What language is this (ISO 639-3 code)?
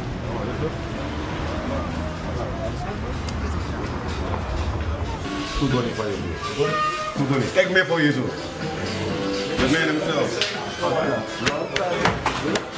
nld